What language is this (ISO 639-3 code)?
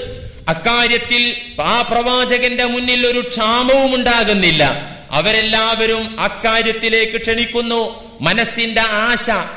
mal